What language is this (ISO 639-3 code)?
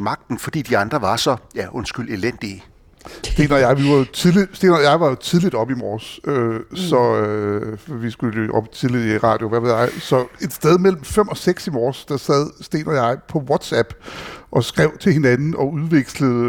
dan